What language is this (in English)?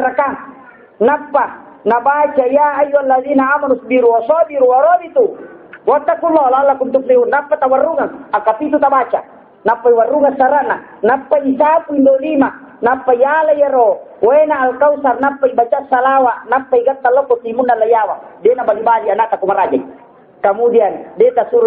Buginese